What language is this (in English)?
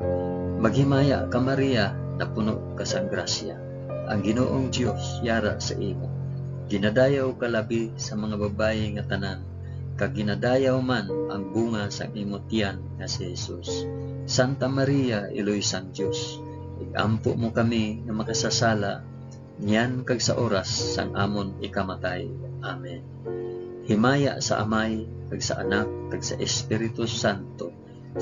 Hiligaynon